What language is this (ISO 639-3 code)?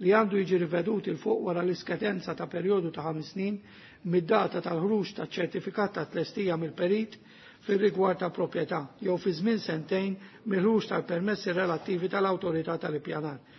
mlt